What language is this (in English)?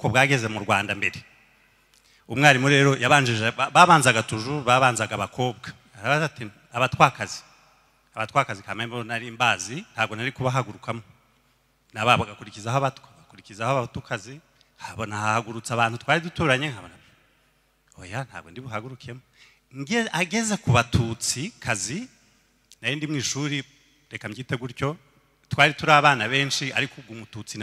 Kinyarwanda